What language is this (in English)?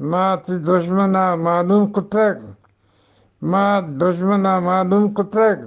Eastern Balochi